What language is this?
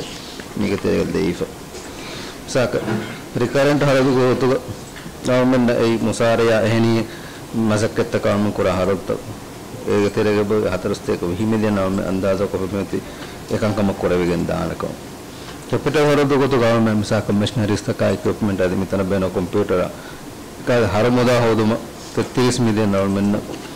Divehi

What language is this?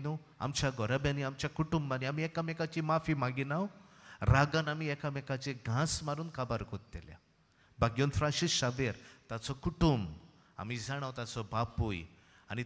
Konkani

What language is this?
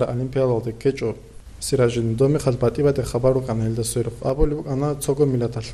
Avaric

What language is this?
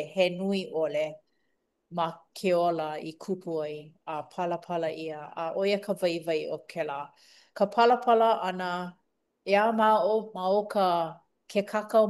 Hawaiian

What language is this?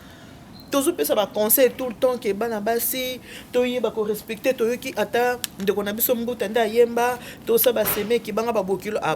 Lingala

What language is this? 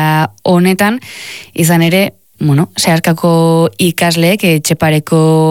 Basque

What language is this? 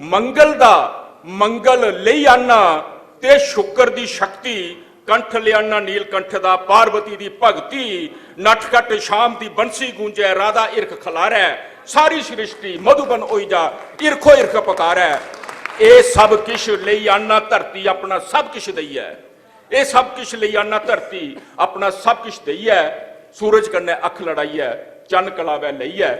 Dogri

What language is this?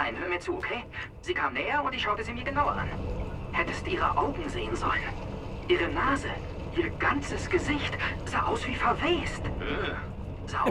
Bavarian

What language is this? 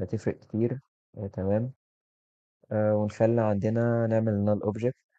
Egyptian Arabic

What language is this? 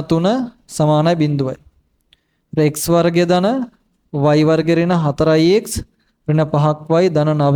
Sinhala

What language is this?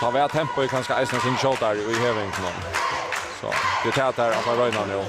Faroese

